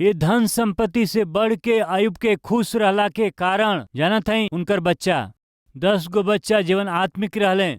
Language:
Bhojpuri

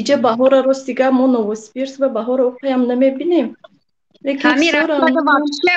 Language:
Tajik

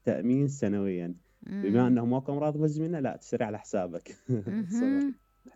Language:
Mesopotamian Arabic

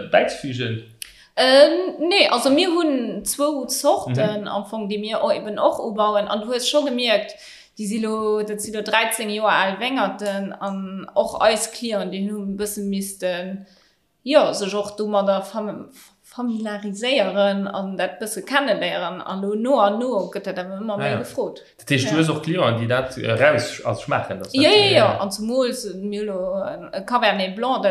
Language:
Luxembourgish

